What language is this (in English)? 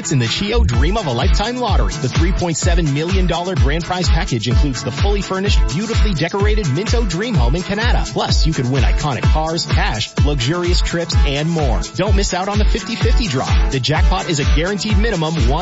English